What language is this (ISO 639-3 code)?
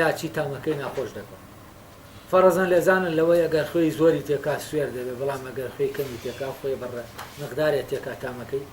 ckb